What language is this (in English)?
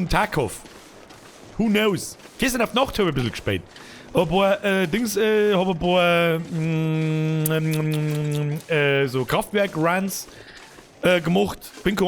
Bavarian